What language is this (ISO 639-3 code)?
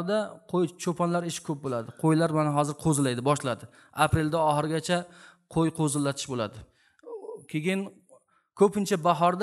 uzb